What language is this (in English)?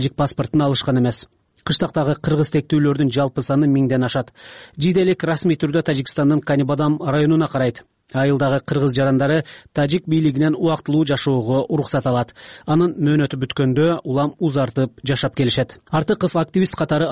Kyrgyz